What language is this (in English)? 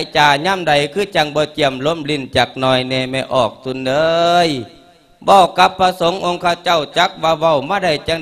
Lao